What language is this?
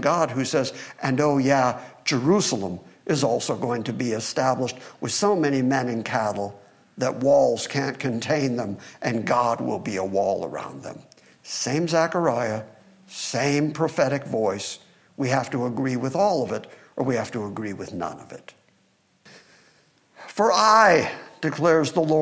English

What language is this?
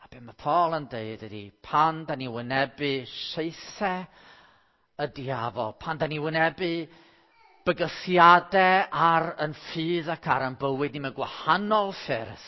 Welsh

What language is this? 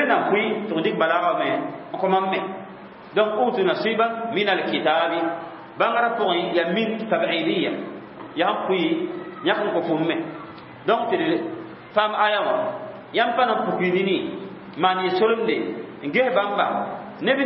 Mossi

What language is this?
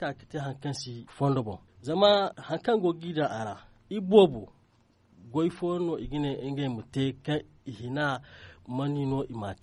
Zarma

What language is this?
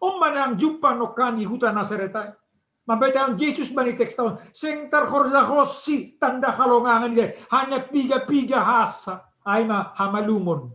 Batak Simalungun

